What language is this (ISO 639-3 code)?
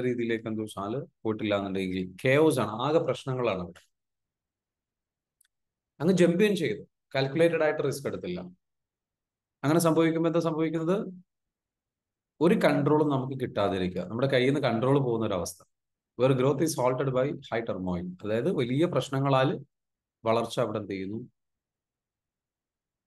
mal